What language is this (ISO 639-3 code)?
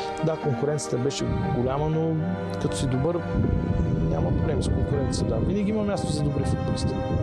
bul